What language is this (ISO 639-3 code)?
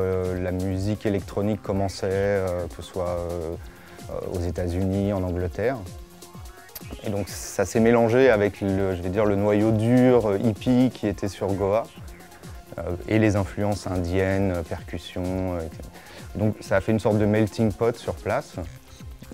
fra